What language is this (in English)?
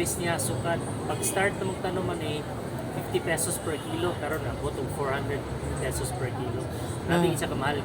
Cebuano